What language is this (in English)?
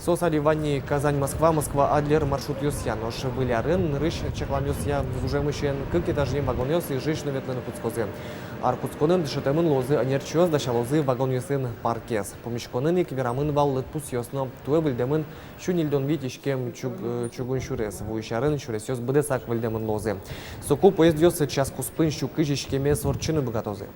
Udmurt